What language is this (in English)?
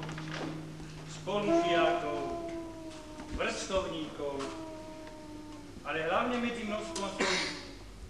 Slovak